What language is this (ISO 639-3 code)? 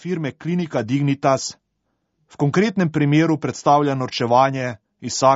slv